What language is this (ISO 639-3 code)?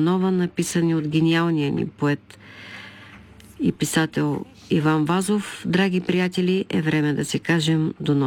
bul